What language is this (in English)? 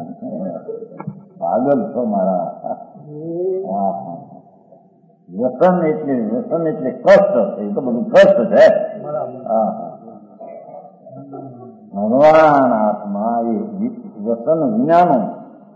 Gujarati